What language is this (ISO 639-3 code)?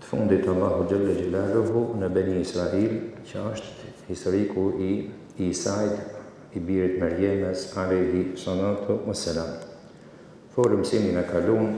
sqi